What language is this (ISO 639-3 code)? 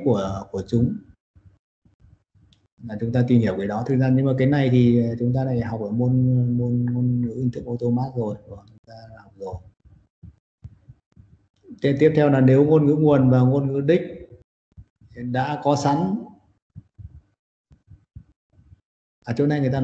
vie